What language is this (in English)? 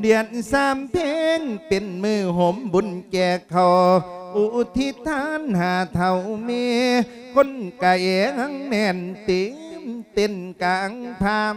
Lao